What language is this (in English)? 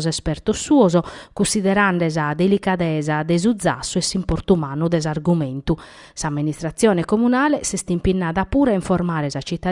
Sardinian